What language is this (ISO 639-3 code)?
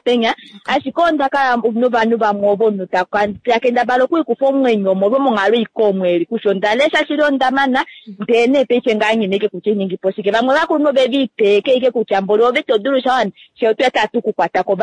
kua